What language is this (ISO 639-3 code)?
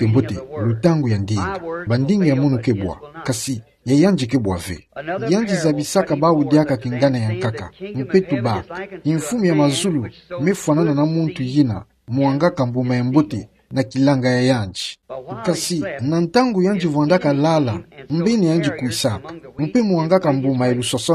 ktu